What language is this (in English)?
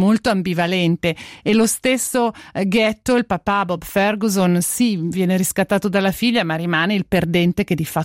Italian